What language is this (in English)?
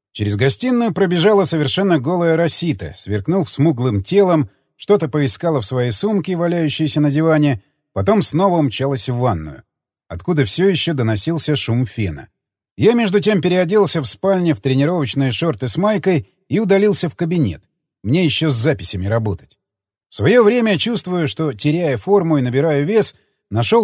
Russian